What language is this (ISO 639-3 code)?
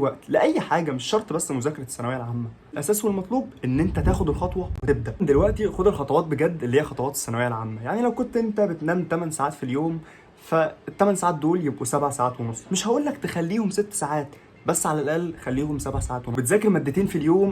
arz